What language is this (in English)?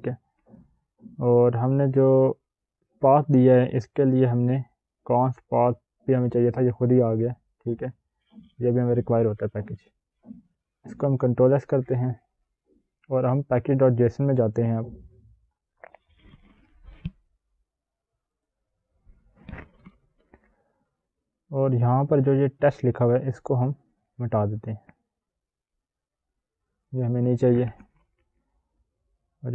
Hindi